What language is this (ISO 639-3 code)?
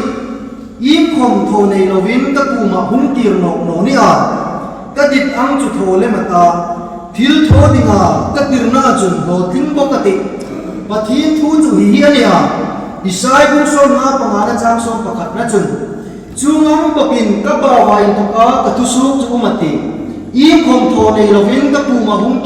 hmr